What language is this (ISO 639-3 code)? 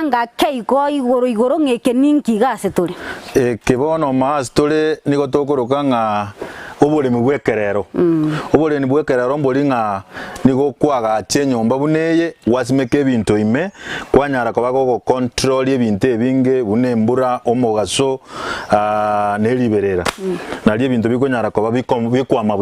guz